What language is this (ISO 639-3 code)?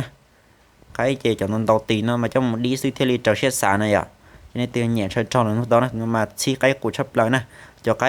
hmn